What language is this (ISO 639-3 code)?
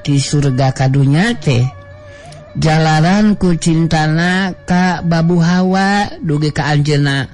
sun